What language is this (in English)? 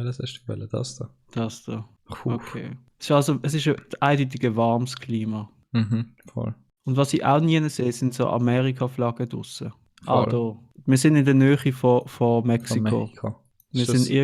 Swiss German